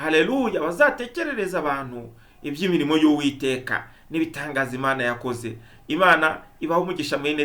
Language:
Kinyarwanda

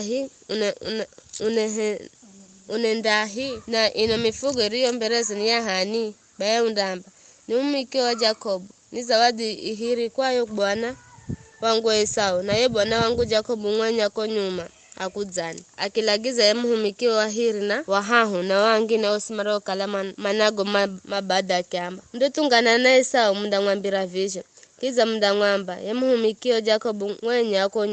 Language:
Giryama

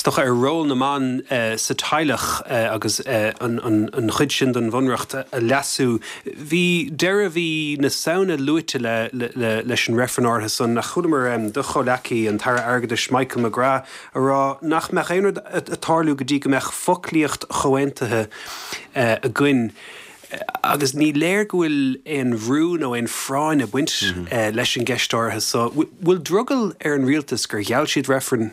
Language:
Irish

